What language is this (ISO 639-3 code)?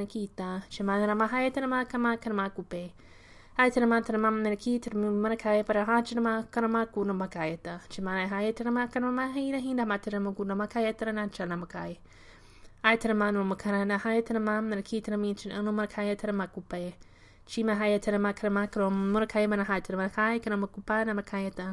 lav